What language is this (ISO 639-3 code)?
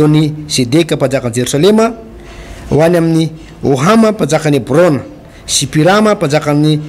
mlg